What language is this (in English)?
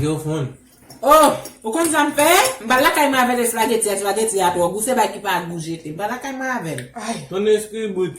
Haitian Creole